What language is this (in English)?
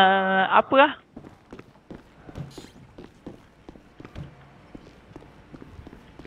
Malay